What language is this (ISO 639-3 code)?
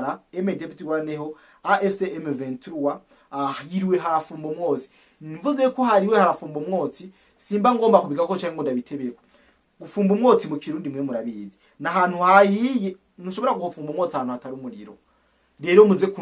run